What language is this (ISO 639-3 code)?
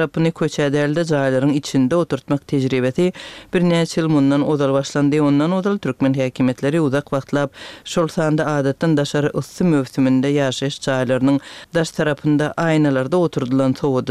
tuk